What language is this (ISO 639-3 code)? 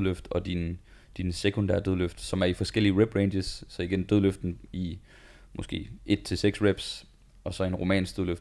dan